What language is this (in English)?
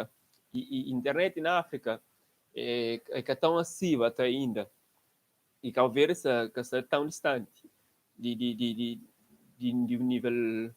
Kabuverdianu